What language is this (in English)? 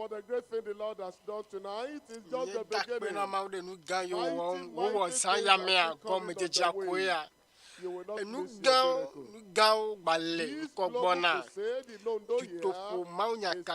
Ewe